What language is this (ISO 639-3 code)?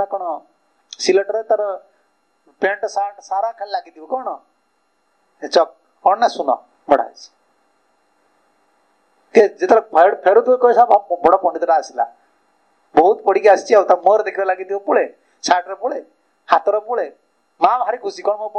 ori